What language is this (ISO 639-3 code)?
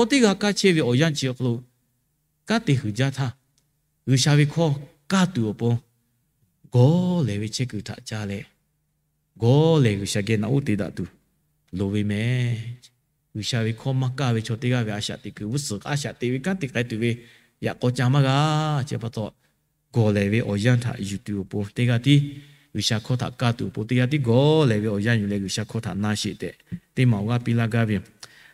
lhu